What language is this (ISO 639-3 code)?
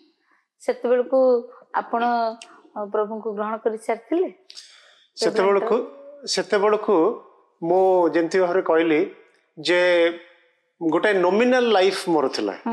ori